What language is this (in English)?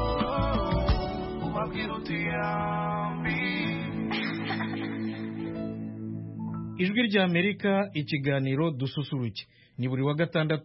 Kinyarwanda